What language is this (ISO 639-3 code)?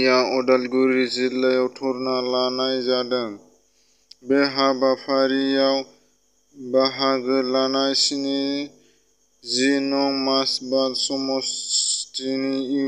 brx